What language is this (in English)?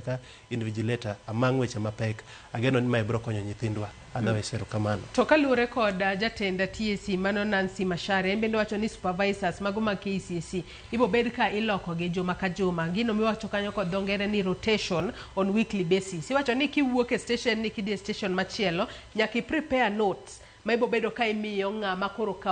Luo (Kenya and Tanzania)